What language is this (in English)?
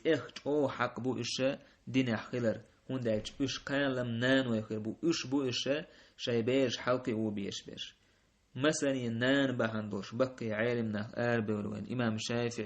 Chechen